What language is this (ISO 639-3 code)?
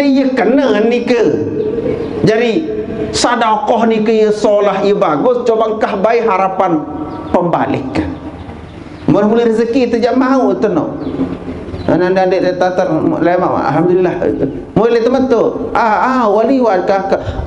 sas